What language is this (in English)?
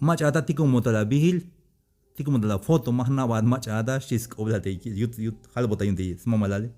Tzeltal